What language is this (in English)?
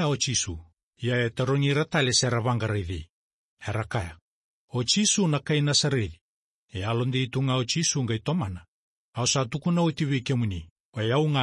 Fijian